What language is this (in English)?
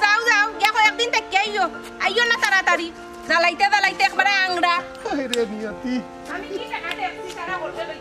Sylheti